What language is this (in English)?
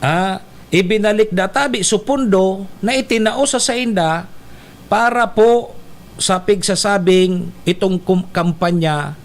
Bikol